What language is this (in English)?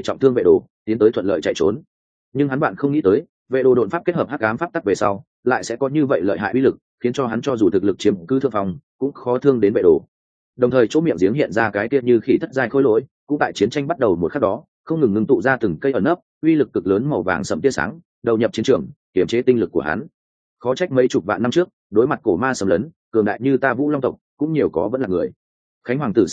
Vietnamese